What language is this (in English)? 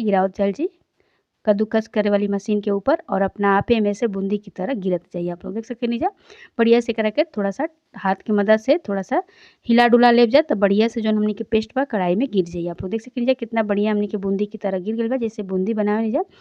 Bhojpuri